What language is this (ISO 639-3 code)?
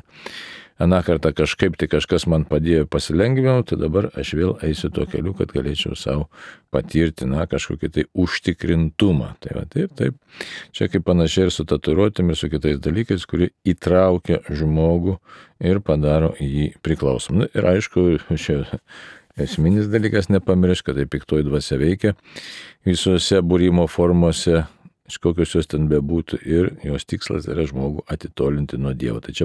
lit